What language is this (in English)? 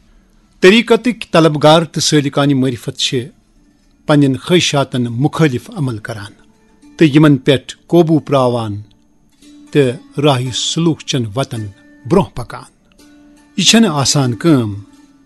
Kashmiri